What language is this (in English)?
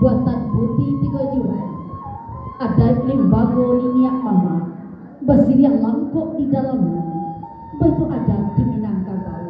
Minangkabau